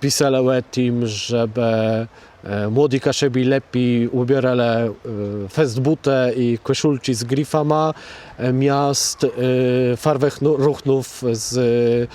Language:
Kashubian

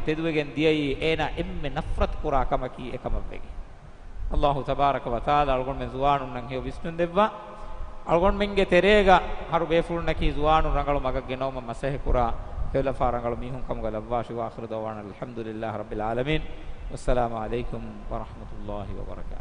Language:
Divehi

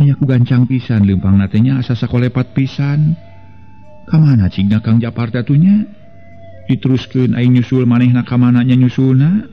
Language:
Sundanese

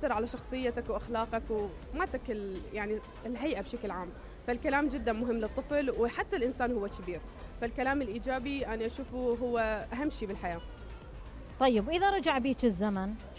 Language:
Mesopotamian Arabic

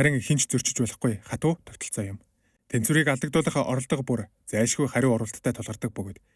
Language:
Mongolian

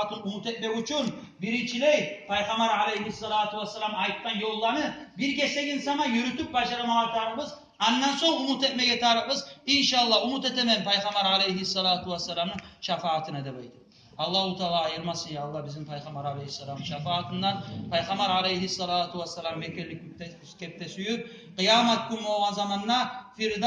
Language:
Kumyk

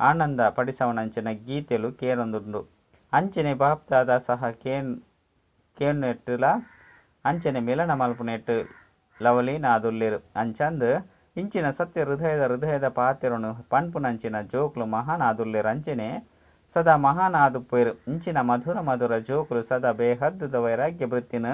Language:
Tulu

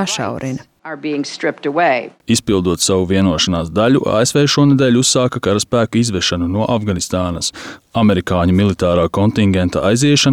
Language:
Latvian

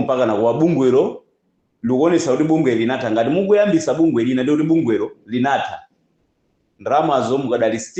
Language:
Nyanja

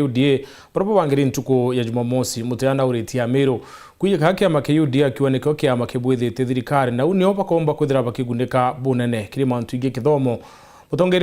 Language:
Meru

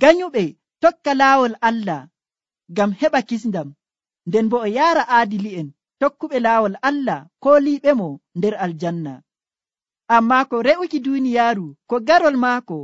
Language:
Nigerian Fulfulde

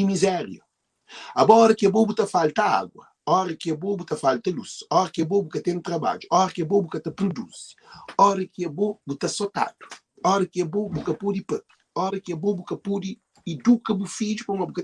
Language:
Kabuverdianu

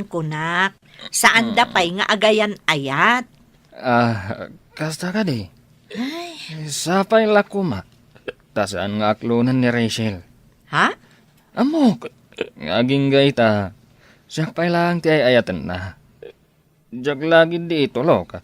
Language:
Iloko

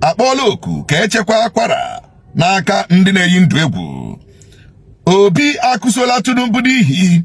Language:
Igbo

